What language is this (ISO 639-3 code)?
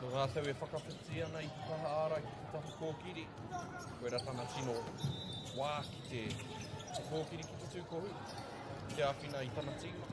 mri